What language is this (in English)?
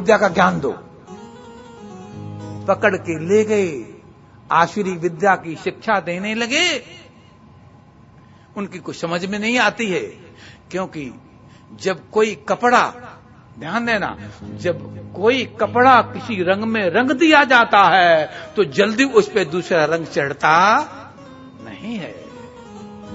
Hindi